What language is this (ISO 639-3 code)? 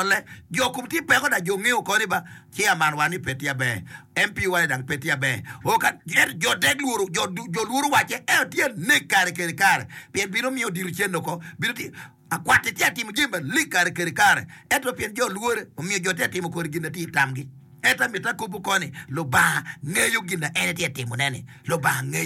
ach